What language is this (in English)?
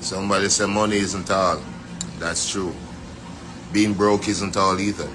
Jamaican Creole English